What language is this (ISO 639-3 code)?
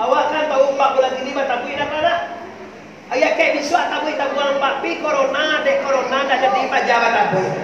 min